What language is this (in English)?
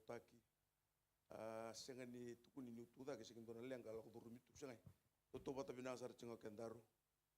Fijian